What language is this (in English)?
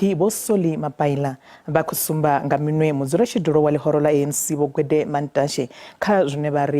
Venda